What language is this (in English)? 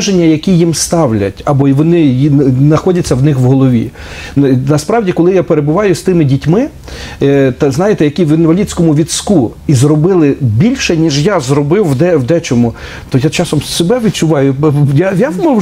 Ukrainian